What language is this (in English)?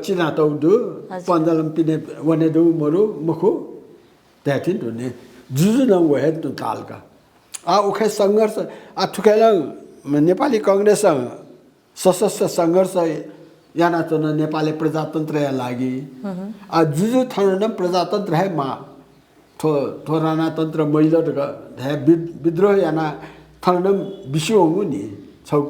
Newari